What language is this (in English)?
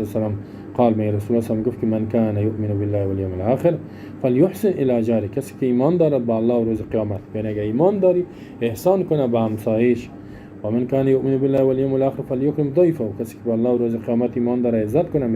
Persian